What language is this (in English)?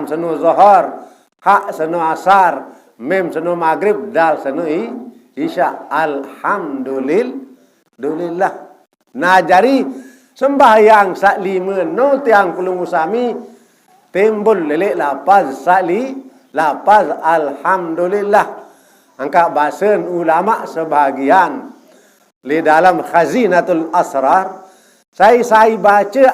Sasak